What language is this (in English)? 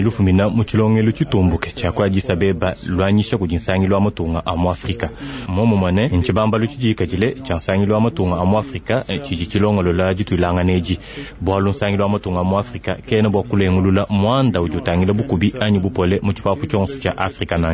Luba-Lulua